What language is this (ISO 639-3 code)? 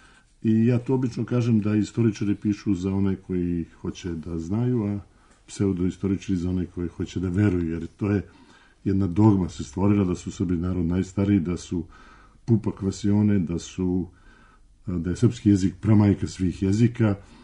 srp